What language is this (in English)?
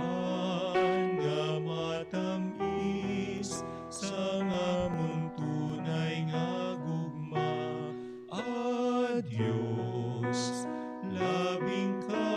Hiligaynon